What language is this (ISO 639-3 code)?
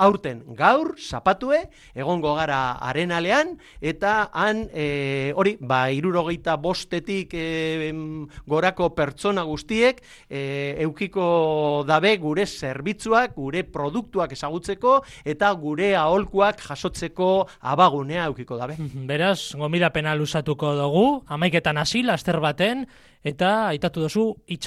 eus